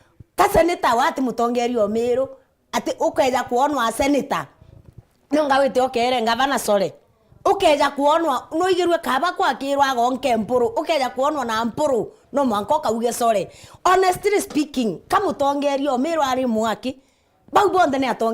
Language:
Meru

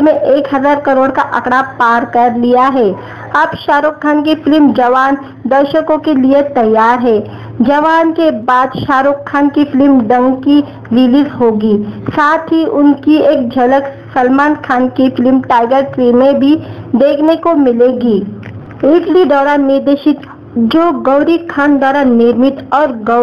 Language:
Hindi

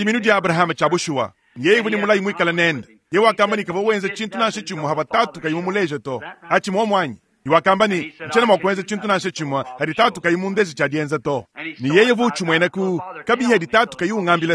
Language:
Luba-Lulua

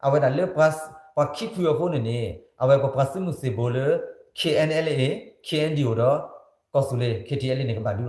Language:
S'gaw Karen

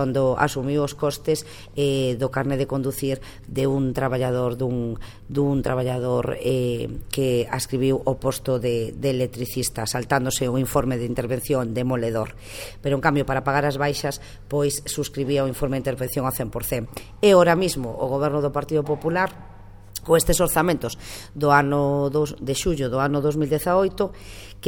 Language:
Galician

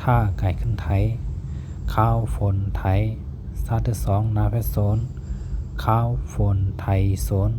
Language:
Shan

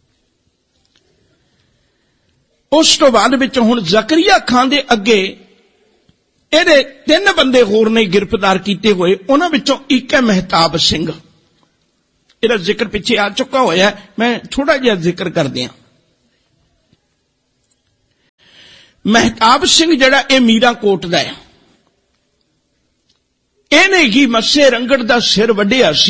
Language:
Punjabi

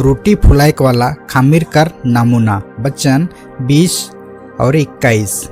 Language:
Sadri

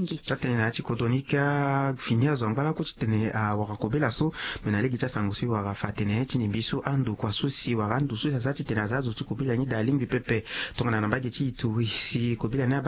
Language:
Sango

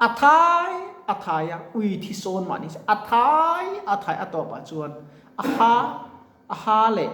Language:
Mizo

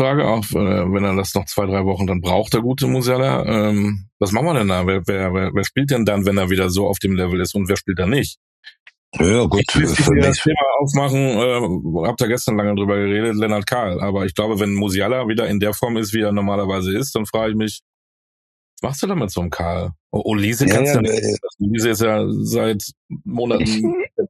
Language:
German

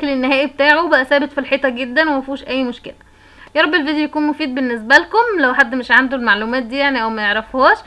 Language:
Egyptian Arabic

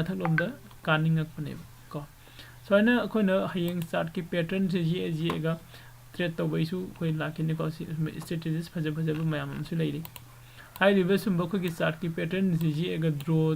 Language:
Manipuri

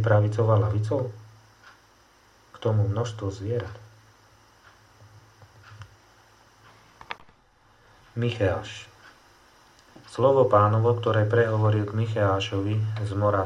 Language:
Slovak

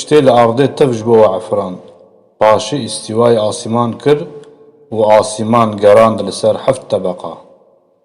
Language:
Kurdish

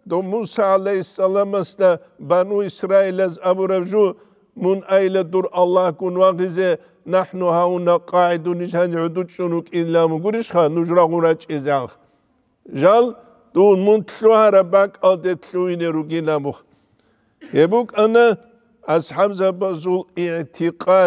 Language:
Avaric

